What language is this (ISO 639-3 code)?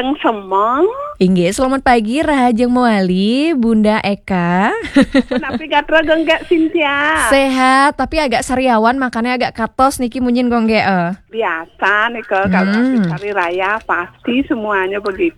ban